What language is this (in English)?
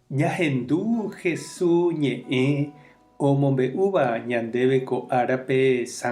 Guarani